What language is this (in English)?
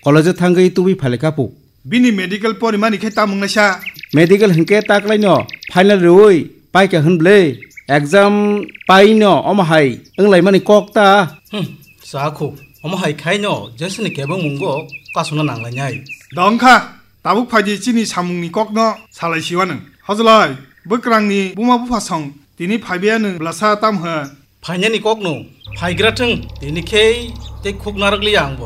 Kok Borok